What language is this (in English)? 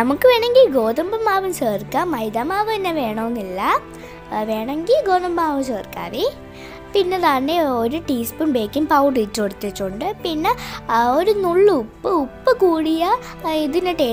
Malayalam